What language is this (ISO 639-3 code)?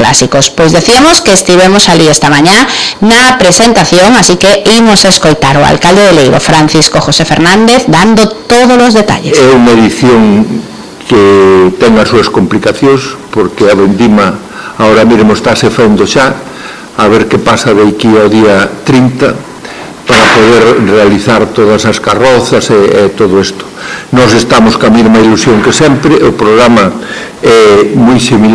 glg